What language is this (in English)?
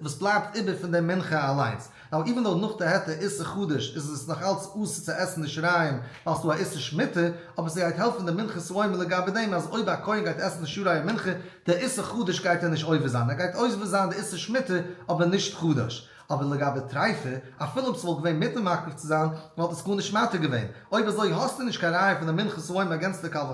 Yiddish